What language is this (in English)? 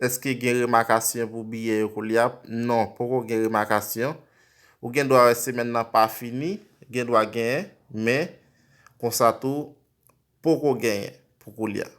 Haitian Creole